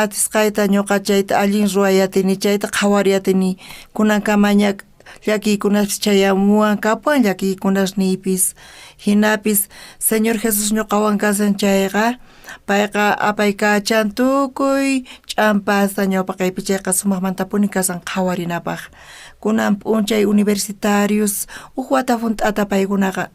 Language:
South Bolivian Quechua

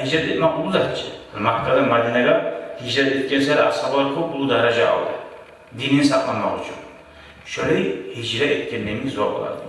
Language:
Kumyk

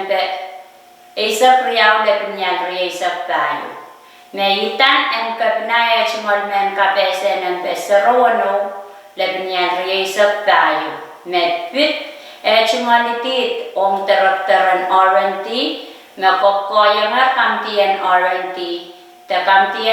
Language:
Pohnpeian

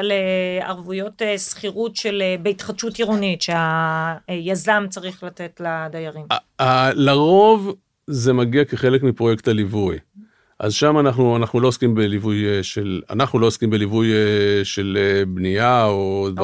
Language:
Hebrew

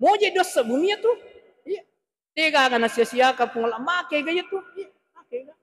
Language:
Buginese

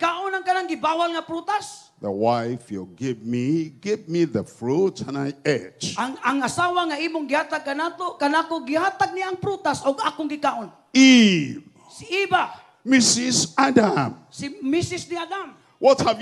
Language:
Cebuano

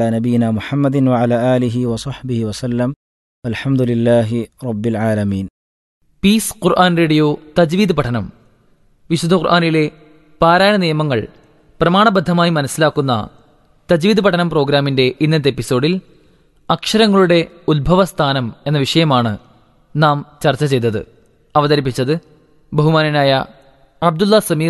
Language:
Malayalam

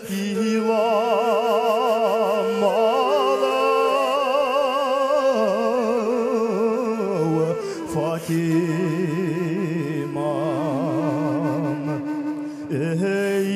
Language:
Bashkir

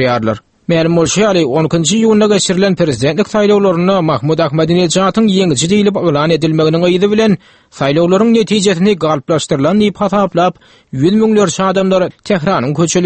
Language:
Turkmen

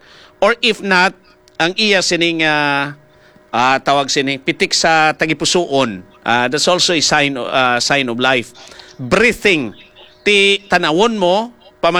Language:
Hiligaynon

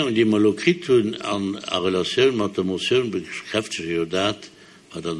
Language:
Luxembourgish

